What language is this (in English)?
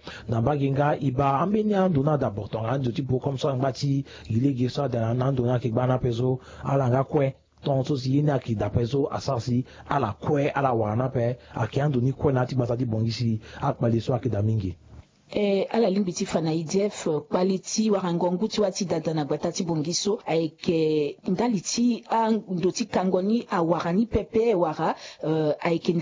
Sango